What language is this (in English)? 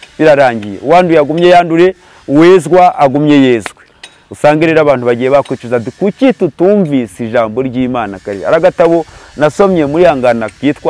Kinyarwanda